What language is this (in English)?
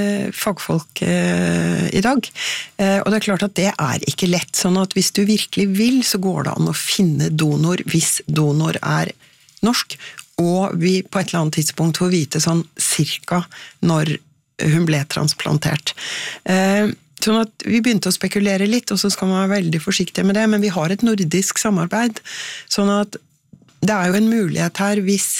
Norwegian